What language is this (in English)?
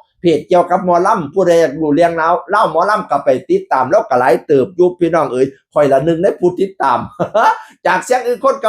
Northeastern Thai